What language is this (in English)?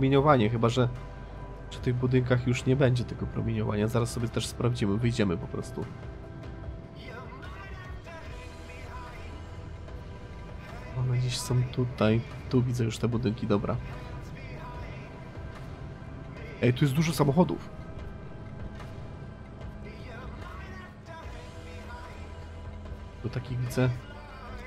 Polish